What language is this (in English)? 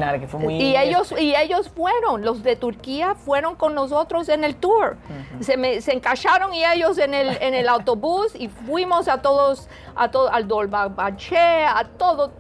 Ladino